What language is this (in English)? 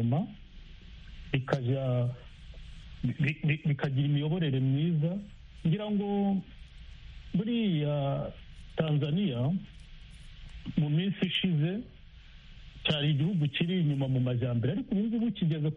Kinyarwanda